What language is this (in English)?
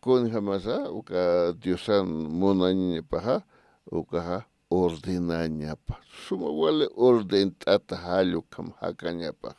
Aymara